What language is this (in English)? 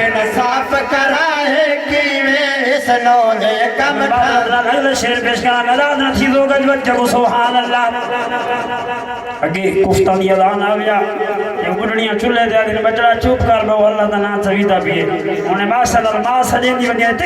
Saraiki